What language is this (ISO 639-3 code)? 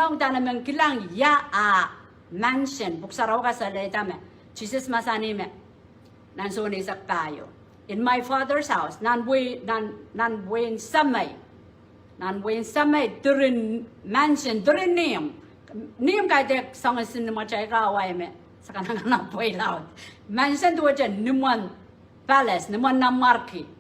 pon